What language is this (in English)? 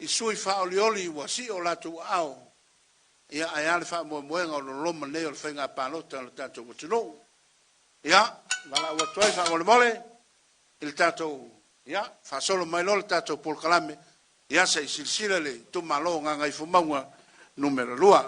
Samoan